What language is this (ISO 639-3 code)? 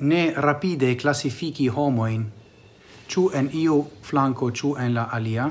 epo